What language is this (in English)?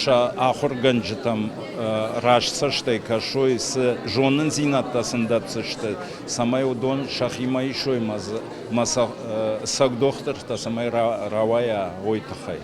Ossetic